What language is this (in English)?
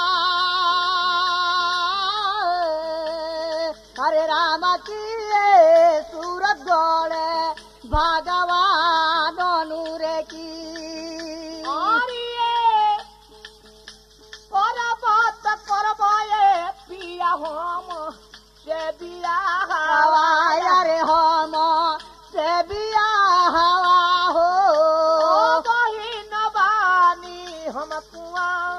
Bhojpuri